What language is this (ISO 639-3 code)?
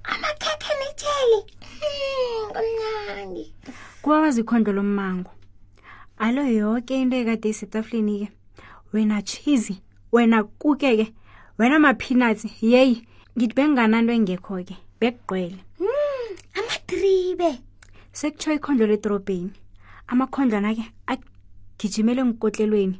nbl